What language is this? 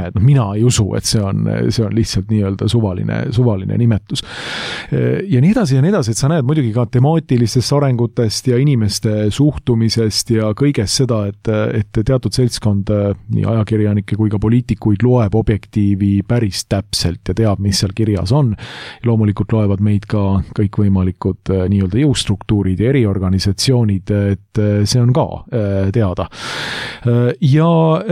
Estonian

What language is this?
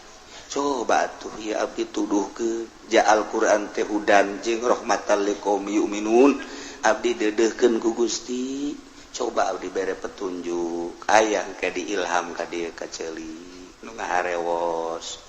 Sundanese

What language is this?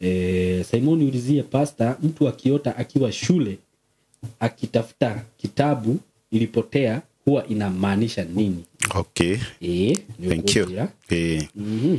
Kikuyu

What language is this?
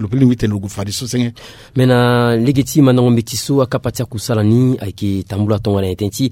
Sango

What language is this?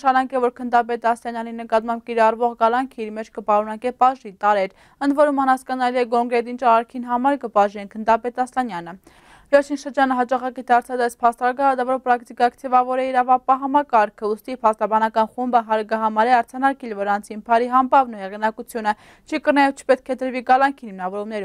Western Armenian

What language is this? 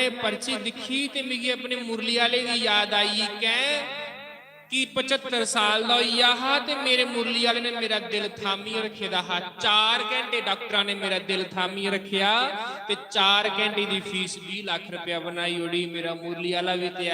Dogri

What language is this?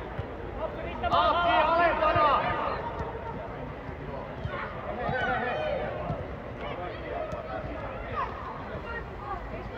Finnish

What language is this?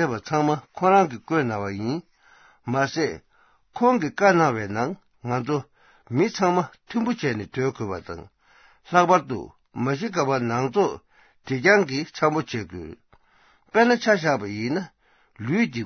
Tibetan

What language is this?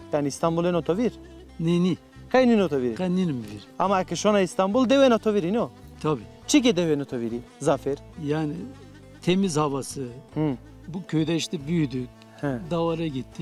Zaza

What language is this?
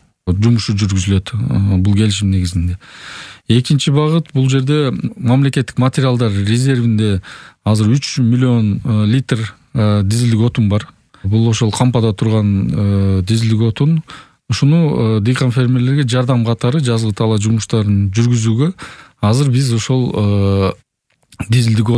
Kyrgyz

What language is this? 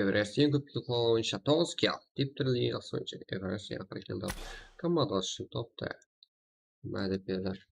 Kara-Kalpak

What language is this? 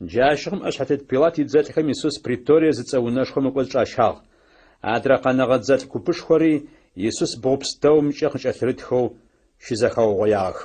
Adyghe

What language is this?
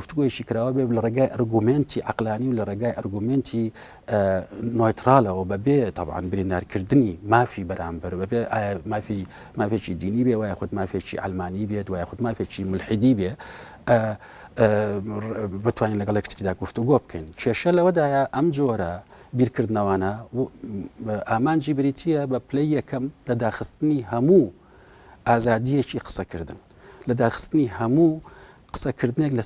Central Kurdish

